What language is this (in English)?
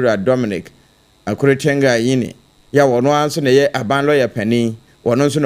Akan